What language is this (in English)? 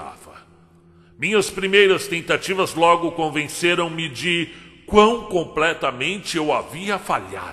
Portuguese